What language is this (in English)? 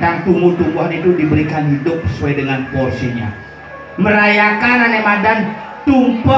Balinese